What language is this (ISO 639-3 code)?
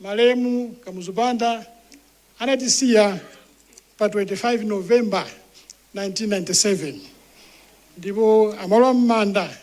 nya